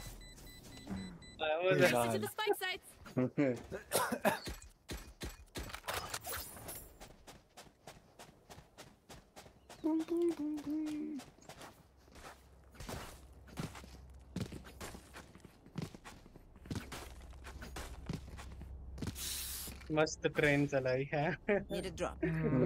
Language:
Hindi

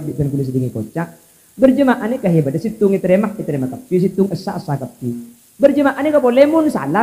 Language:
Madurese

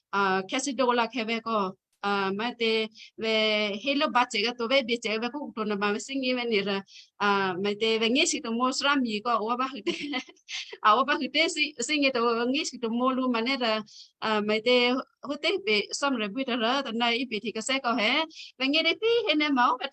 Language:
Western Kayah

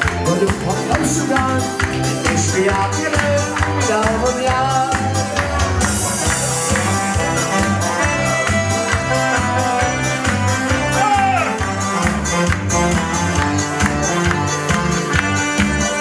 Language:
Hungarian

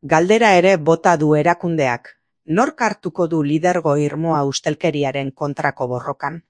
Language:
Basque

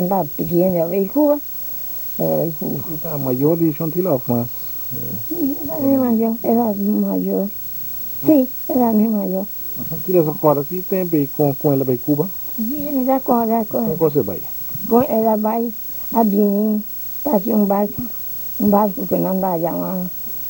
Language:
Papiamento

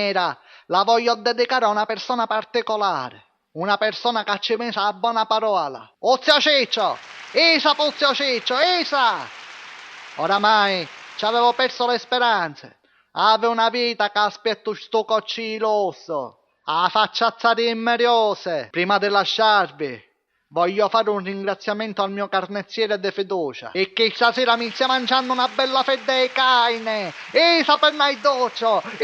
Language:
Sicilian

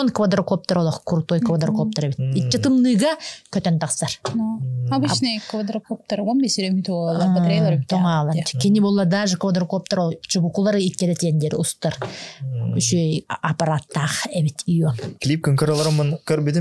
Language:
Yakut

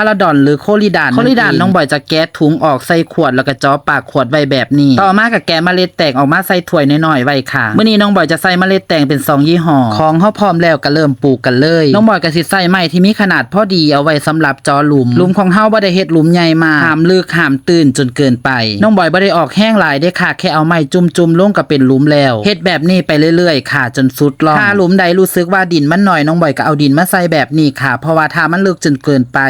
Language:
Lao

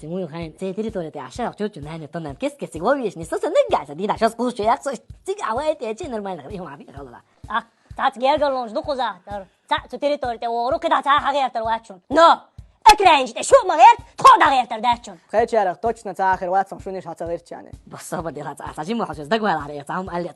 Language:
Chechen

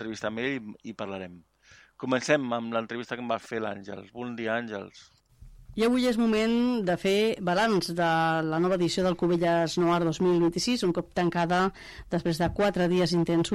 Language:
Catalan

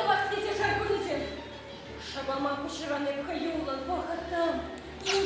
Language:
Chuvash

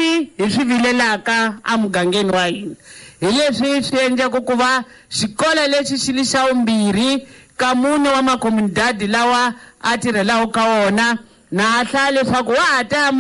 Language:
Tsonga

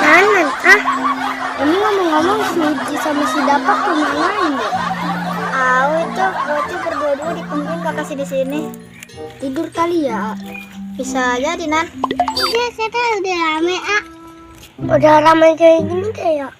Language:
Betawi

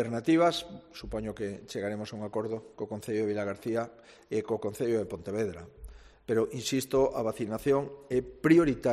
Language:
Galician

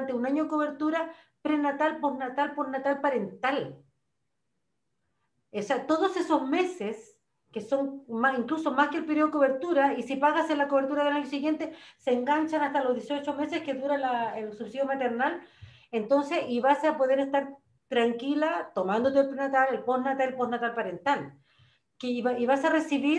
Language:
Spanish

